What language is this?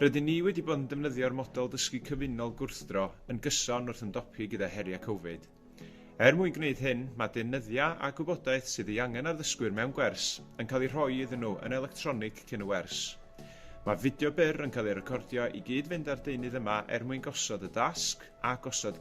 Welsh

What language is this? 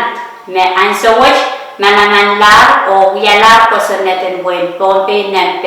Pohnpeian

